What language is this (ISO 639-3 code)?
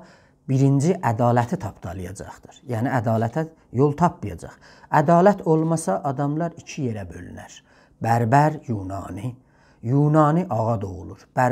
azb